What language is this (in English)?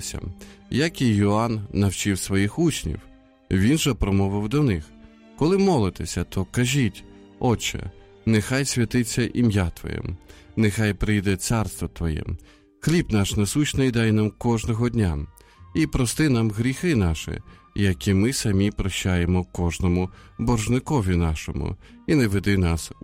Ukrainian